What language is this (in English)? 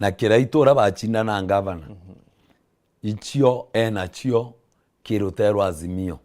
Meru